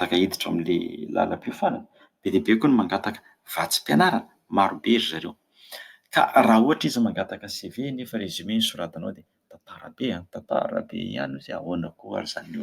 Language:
Malagasy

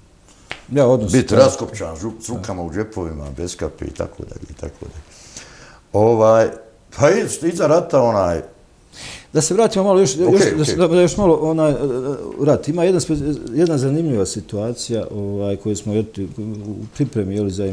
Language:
Bosnian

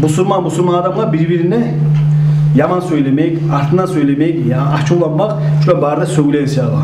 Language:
Kumyk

